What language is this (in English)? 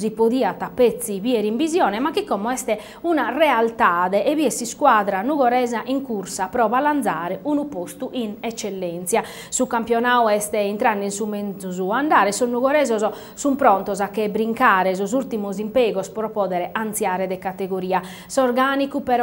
Sardinian